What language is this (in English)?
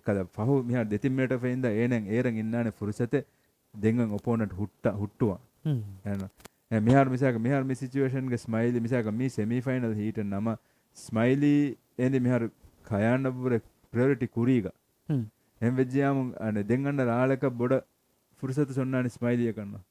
Divehi